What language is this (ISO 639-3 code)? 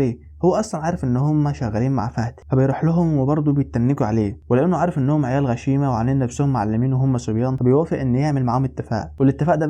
arz